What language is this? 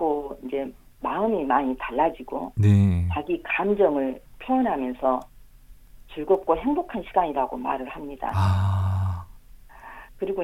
Korean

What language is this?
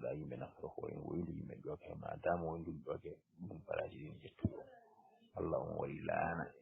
Fula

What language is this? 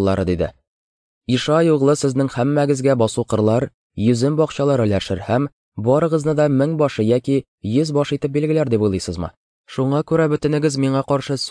Tatar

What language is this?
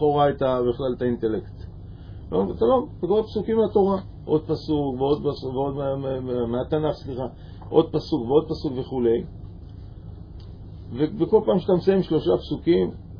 Hebrew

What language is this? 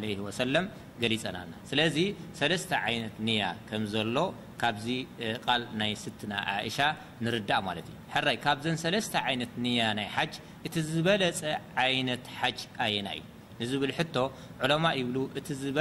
Tigrinya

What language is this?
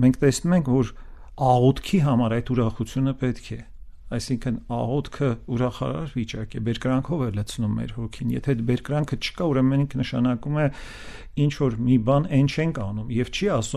Armenian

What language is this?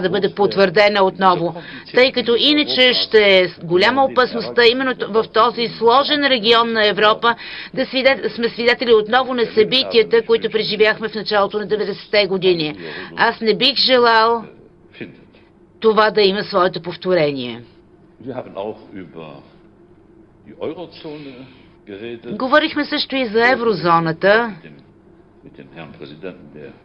Bulgarian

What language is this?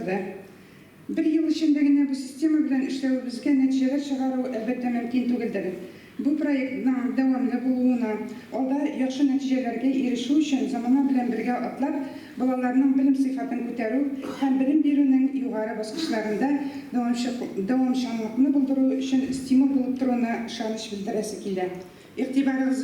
Tatar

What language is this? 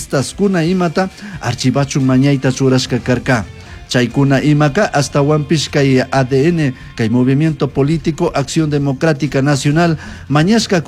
Chimborazo Highland Quichua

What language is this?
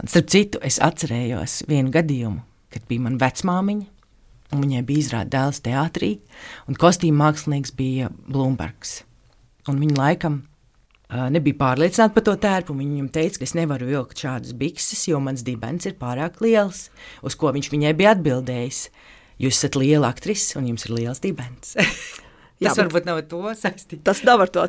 Latvian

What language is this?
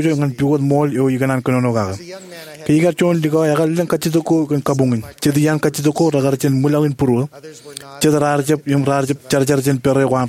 Marshallese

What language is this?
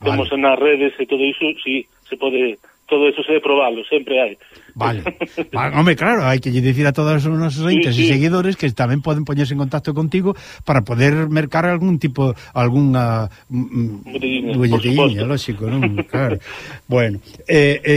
Galician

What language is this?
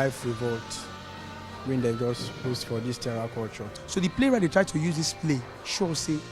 Nigerian Pidgin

